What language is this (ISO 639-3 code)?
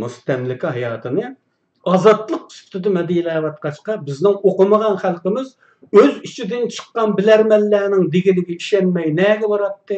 uig